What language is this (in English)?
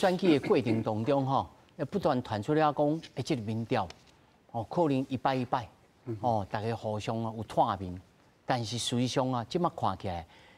Min Nan Chinese